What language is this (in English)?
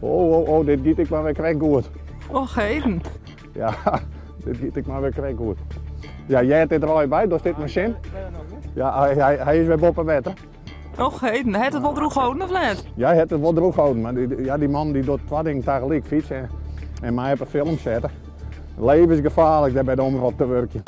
Western Frisian